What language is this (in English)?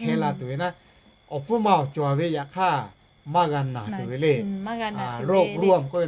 Lahu